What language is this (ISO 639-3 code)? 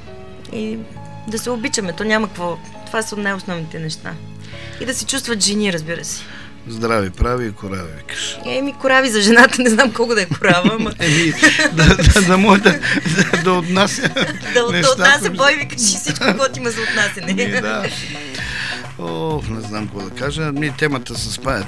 bul